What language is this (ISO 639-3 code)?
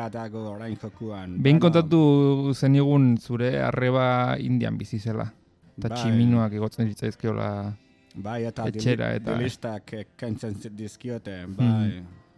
eus